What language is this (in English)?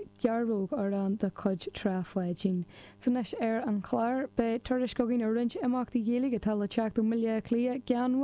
Irish